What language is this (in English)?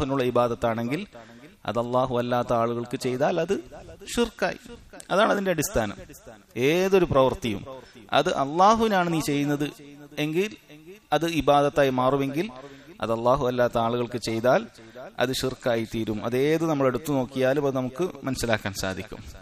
Malayalam